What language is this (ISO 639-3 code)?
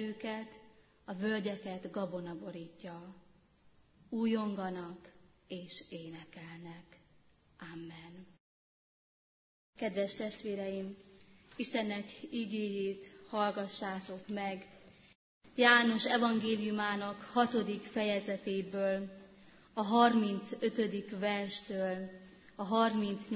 hun